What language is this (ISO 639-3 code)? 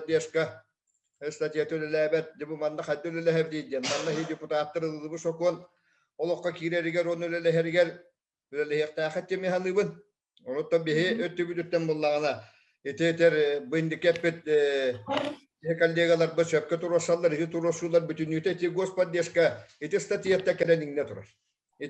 sah